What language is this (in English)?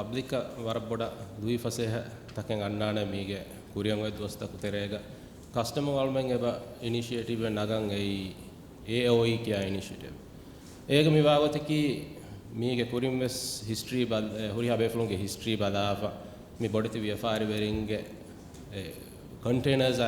Divehi